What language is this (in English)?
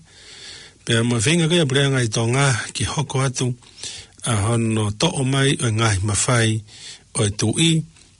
Tongan